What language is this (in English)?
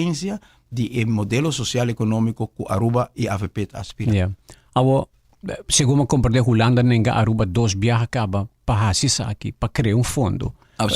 Papiamento